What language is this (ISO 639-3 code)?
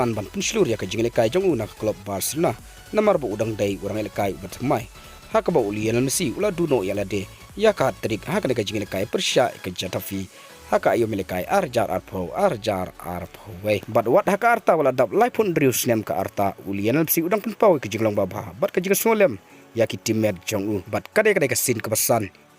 kha